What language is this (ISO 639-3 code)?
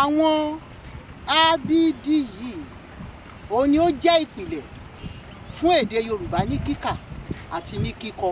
yor